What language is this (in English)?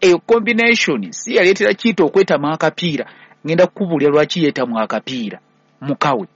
Ganda